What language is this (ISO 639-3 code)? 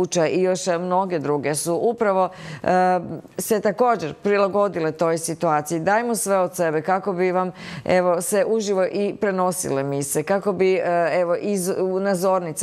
hrv